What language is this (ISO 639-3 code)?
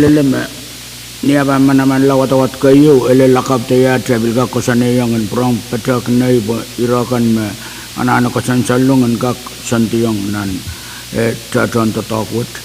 pon